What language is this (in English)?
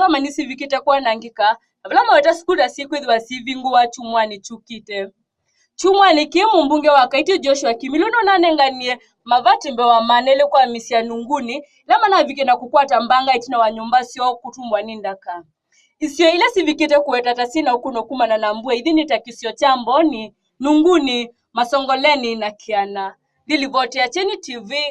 Kamba